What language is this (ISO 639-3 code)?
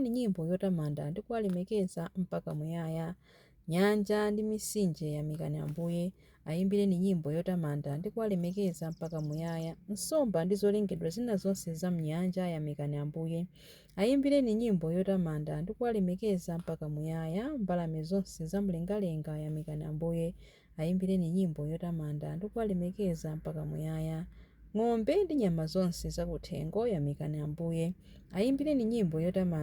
nya